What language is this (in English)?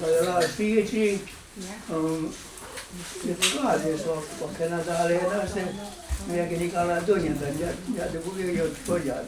Mohawk